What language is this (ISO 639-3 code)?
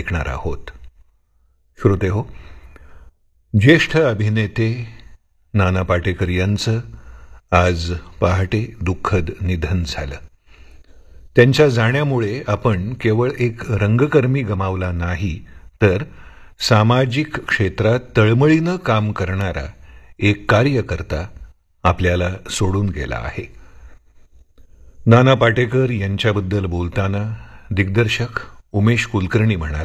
mar